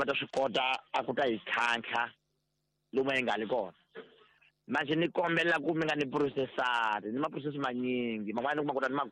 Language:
Tsonga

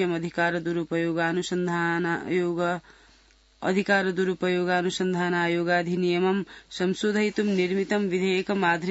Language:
Sanskrit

